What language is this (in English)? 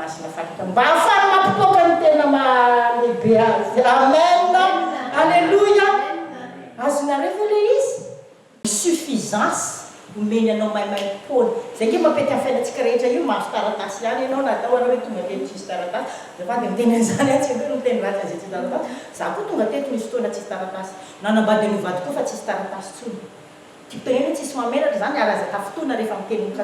Malagasy